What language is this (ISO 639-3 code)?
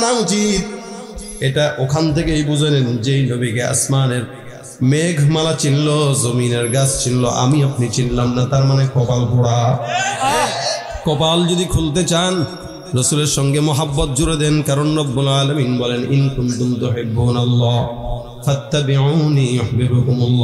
ben